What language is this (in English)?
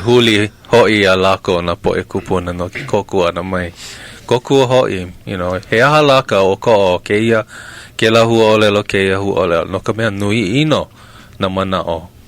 Hawaiian